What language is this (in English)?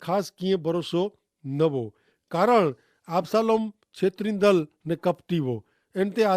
Kachhi